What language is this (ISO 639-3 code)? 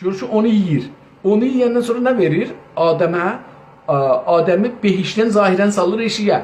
azb